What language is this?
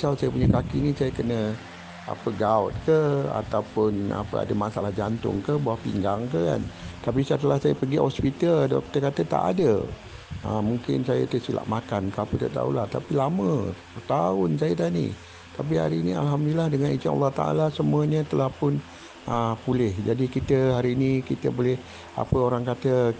Malay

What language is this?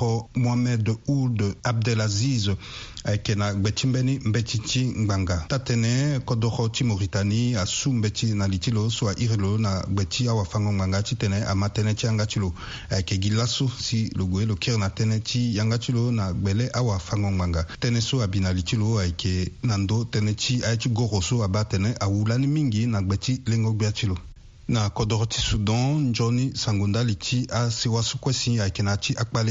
Sango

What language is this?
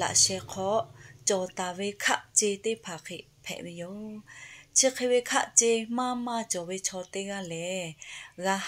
Lahu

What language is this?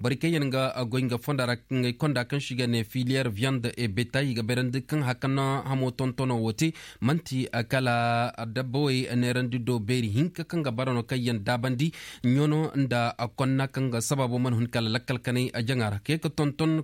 Koyraboro Senni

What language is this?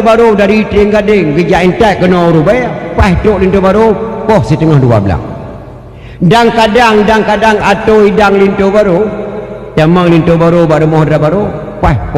Achinese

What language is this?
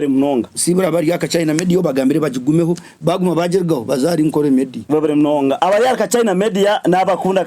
Nyankole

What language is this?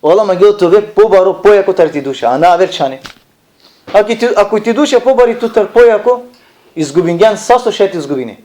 Balkan Romani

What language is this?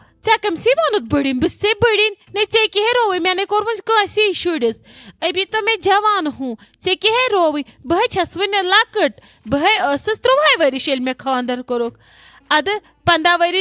Kashmiri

